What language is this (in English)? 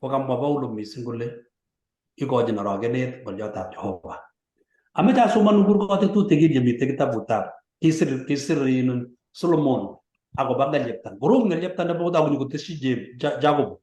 Kalenjin